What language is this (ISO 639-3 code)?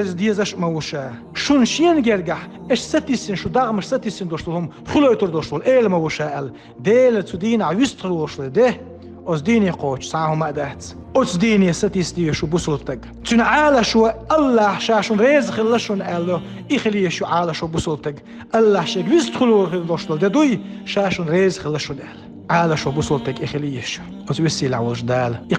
che